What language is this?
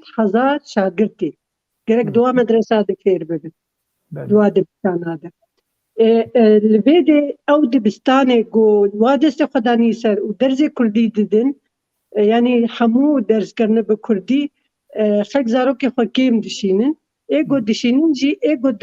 Kurdish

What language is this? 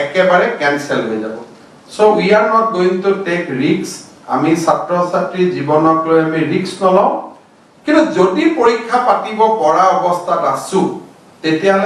Assamese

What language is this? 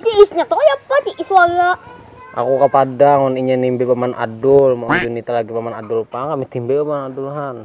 Banjar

